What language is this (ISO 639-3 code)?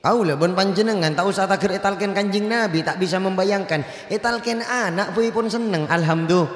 mad